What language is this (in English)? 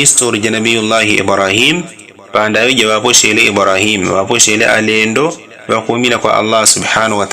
Yao